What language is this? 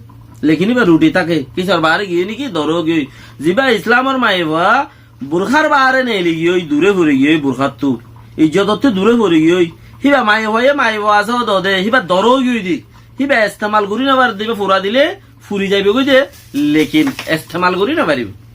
Rohingya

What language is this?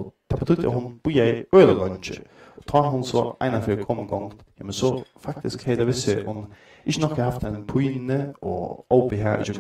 Faroese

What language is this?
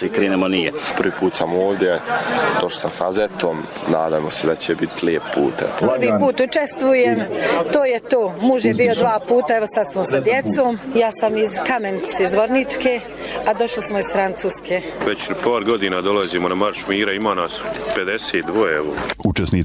Bosnian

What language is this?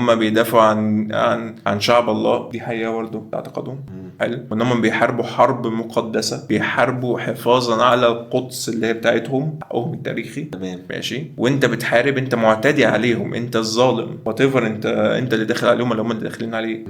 Egyptian Arabic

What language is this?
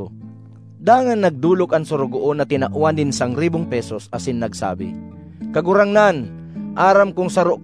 Bikol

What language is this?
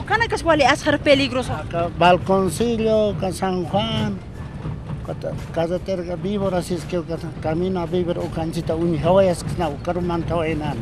Aymara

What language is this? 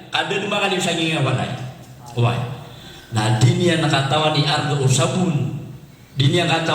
Maranao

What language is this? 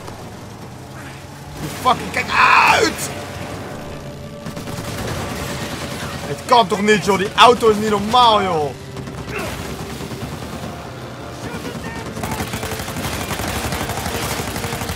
Dutch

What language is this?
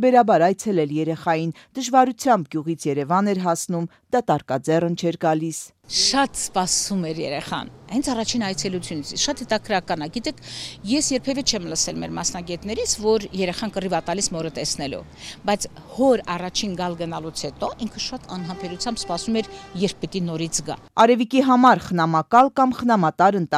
Armenian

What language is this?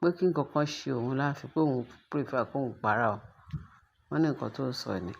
Yoruba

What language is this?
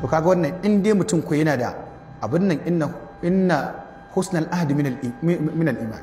Hausa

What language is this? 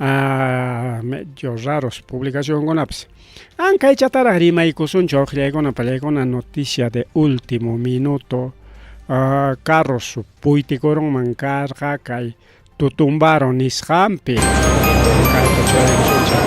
Ayacucho Quechua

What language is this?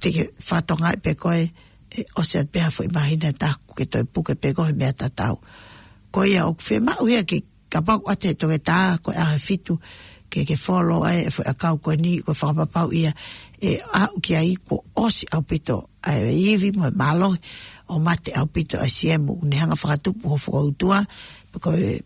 Tongan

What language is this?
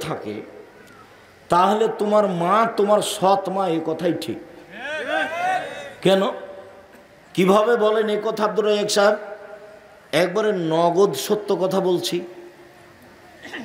Bangla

